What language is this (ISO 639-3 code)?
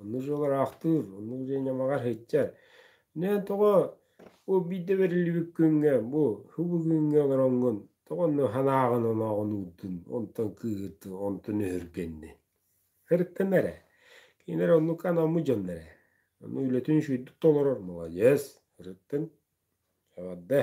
sah